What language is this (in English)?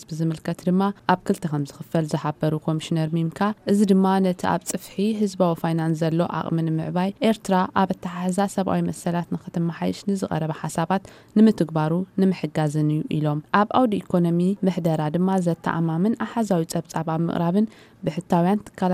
Tigrinya